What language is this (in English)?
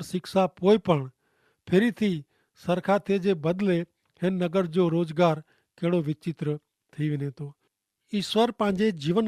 Kachhi